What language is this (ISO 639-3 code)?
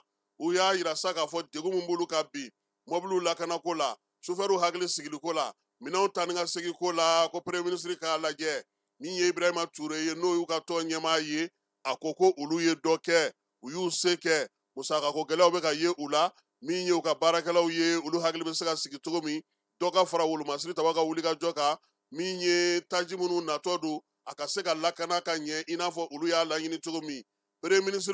bam